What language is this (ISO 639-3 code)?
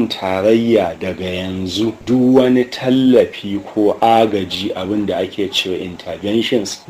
hau